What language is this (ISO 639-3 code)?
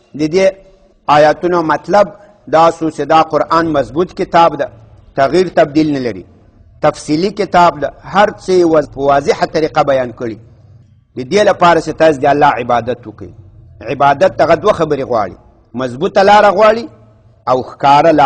pus